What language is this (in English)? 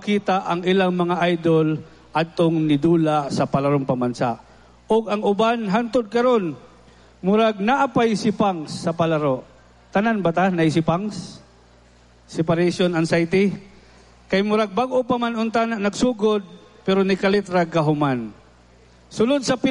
Cebuano